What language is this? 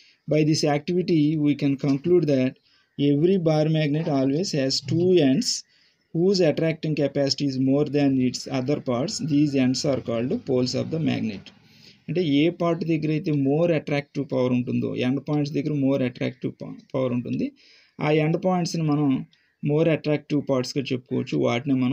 Telugu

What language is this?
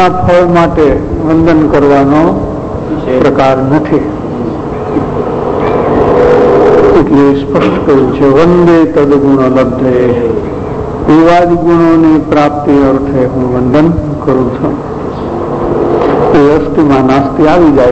Gujarati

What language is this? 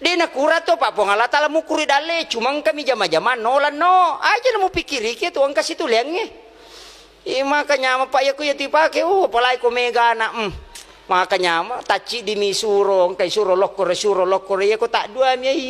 Buginese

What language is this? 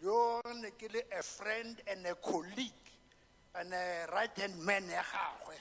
Tswana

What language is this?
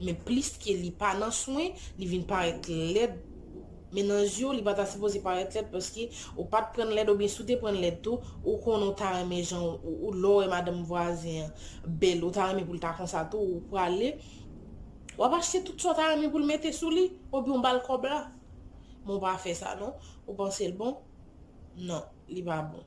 Haitian Creole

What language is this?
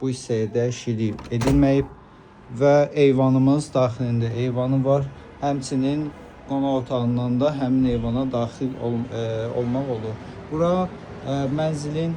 Azerbaijani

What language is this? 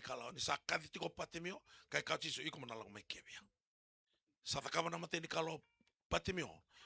Fijian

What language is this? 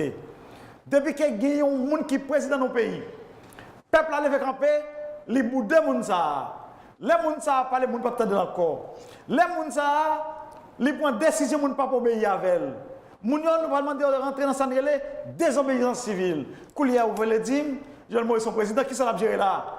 Haitian Creole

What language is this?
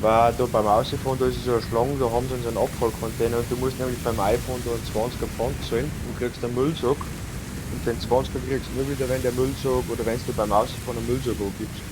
Bavarian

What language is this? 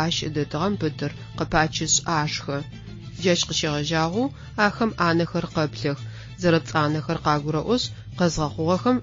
Adyghe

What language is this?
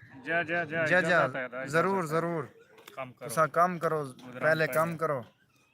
Saraiki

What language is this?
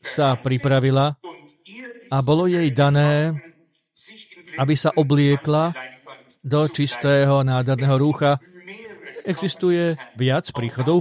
Slovak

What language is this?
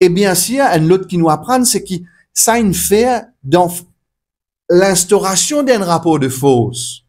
Morisyen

